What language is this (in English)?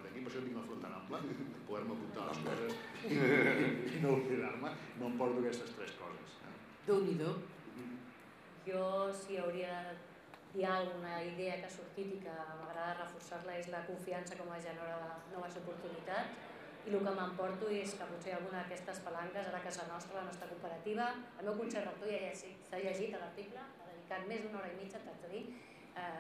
Catalan